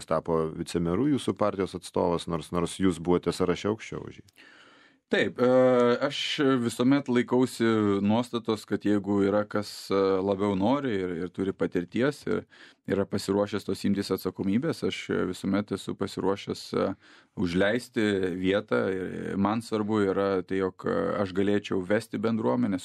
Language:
Lithuanian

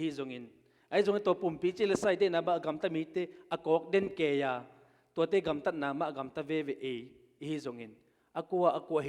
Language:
Tedim Chin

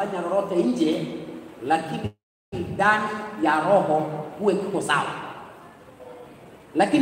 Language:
Swahili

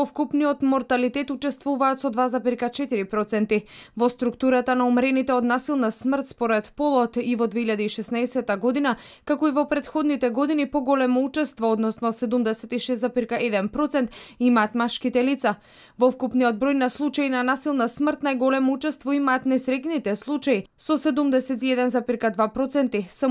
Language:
Macedonian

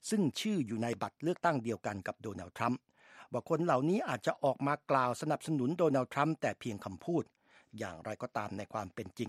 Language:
Thai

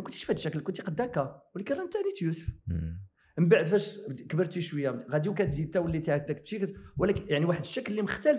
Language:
Moroccan Arabic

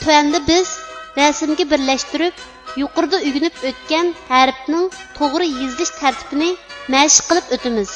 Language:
Uyghur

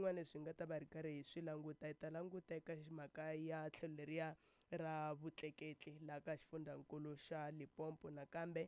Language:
Tsonga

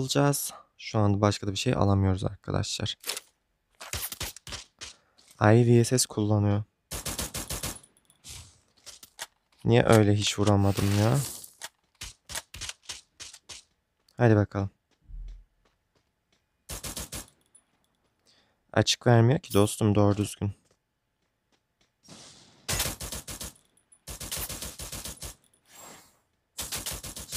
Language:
Turkish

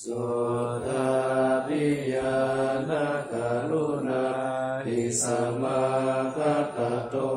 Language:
Pali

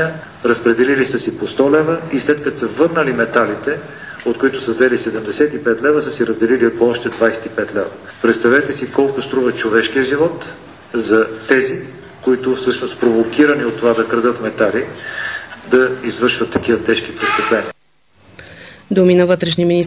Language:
Bulgarian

